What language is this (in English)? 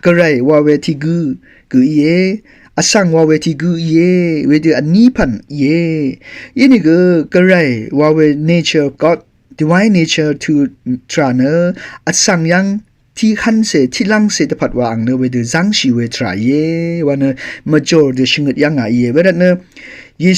Rawang